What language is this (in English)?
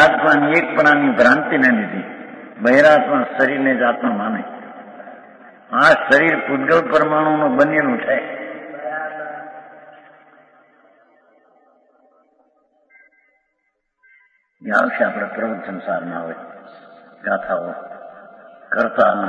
Gujarati